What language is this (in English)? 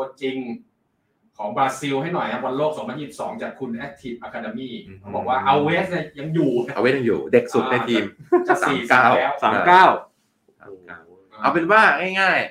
Thai